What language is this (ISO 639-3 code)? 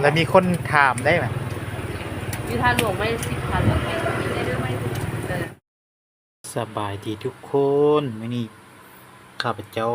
lao